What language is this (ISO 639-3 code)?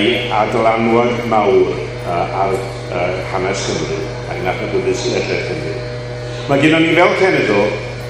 cym